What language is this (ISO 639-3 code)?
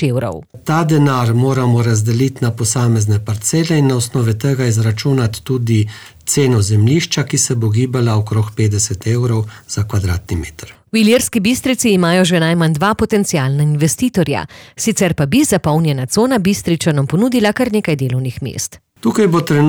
slv